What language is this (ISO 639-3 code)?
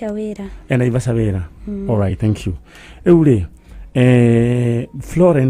kik